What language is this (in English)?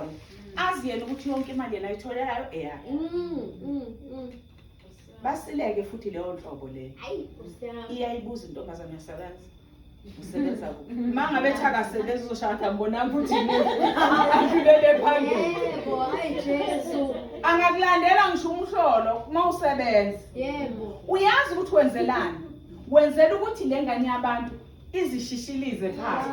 Zulu